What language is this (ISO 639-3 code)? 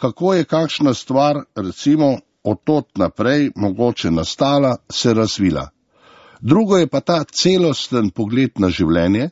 slv